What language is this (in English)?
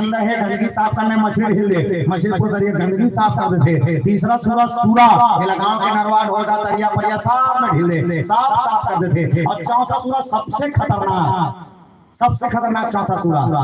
Chhattisgarhi